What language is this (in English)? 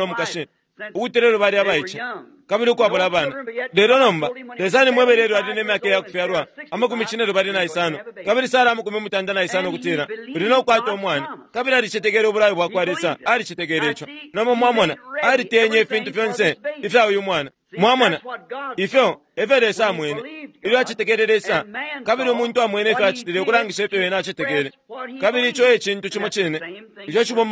Bemba